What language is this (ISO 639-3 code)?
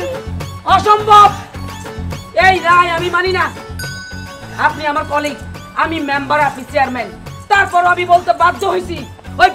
ben